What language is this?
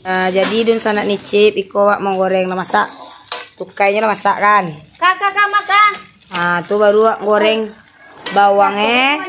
Minangkabau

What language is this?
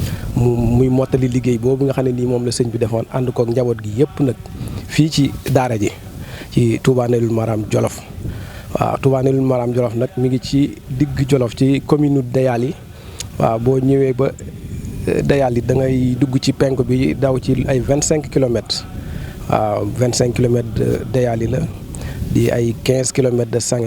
Wolof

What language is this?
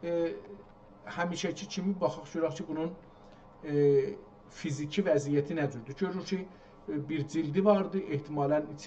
South Azerbaijani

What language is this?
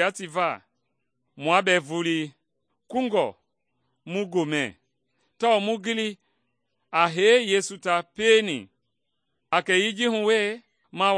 Mende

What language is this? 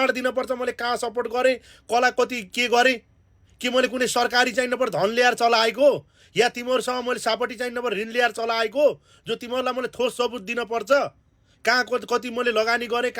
Nepali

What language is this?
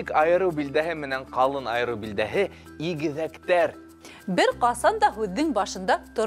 Bashkir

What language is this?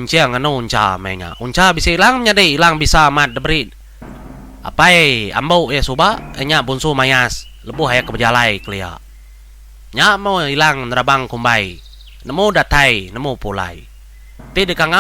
Iban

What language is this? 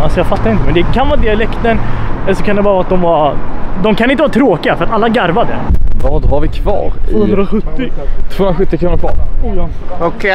Swedish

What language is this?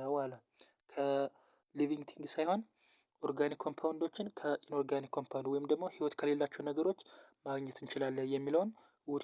Amharic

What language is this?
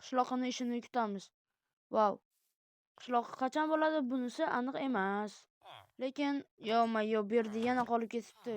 Uzbek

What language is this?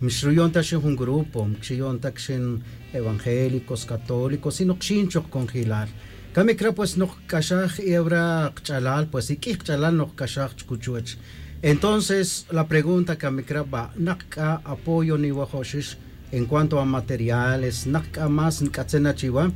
Tz'utujil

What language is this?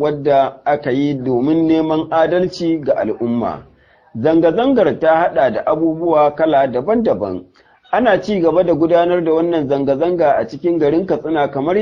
Hausa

